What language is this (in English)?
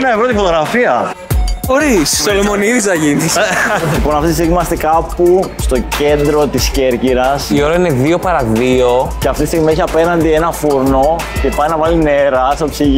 Greek